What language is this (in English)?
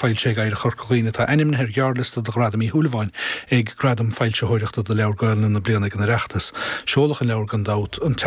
Irish